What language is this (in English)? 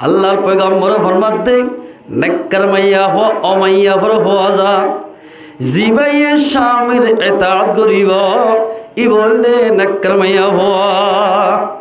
Rohingya